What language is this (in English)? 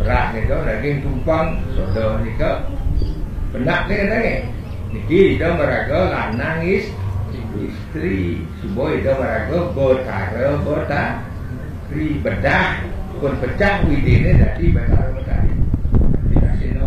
Balinese